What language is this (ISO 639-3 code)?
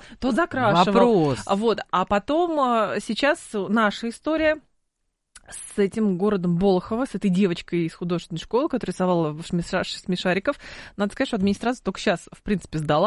rus